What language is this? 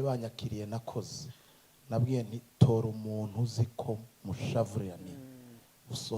Rundi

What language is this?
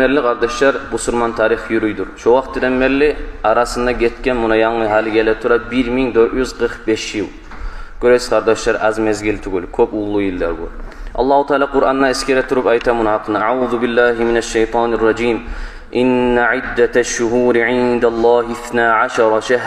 Kumyk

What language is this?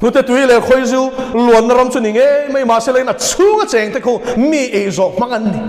Mizo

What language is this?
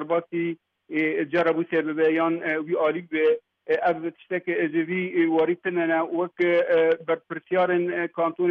Kurdish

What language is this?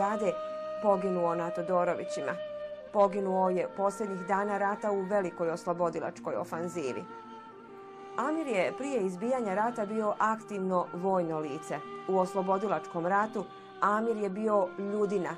Bosnian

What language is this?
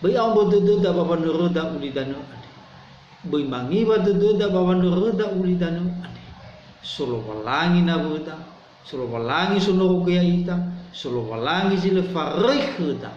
Nias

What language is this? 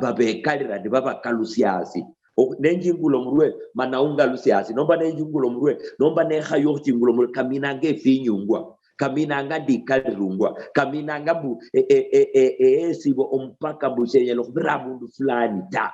Luyia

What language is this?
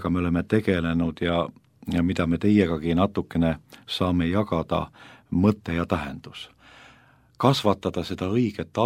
Estonian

